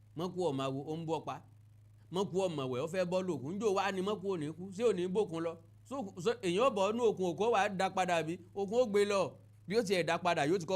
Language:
Yoruba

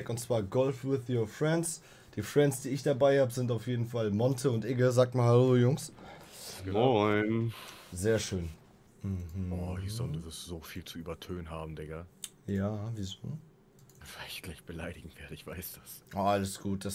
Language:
German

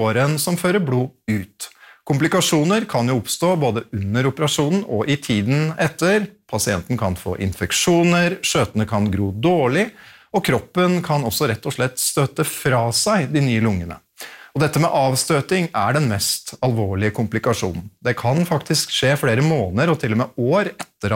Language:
Norwegian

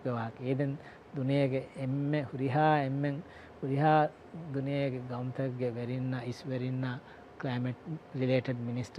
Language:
Divehi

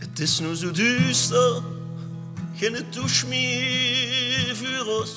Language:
Limburgish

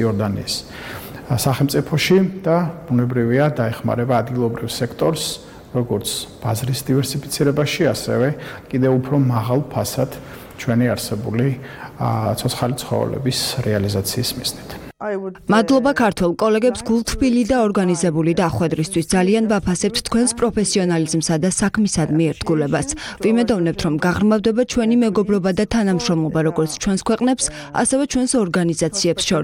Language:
Georgian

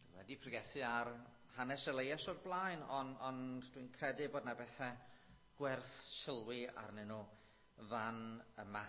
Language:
Welsh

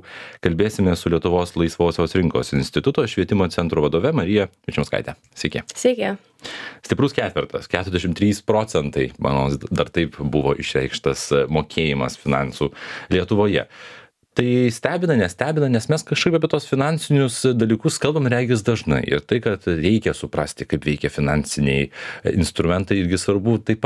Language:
Lithuanian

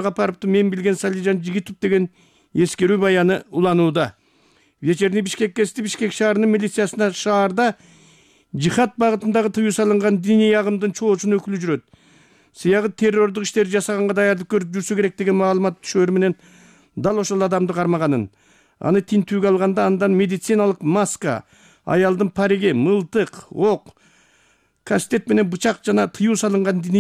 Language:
Kyrgyz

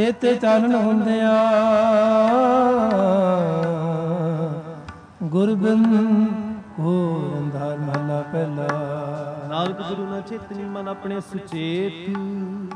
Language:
Punjabi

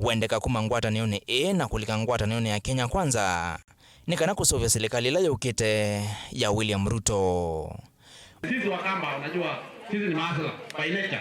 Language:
Kamba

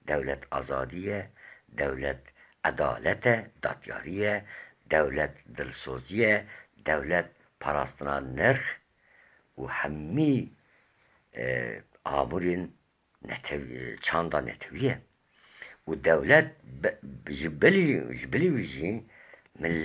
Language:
Kurdish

